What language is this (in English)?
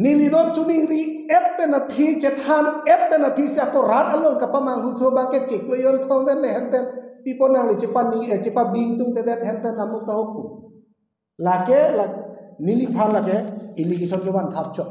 Karbi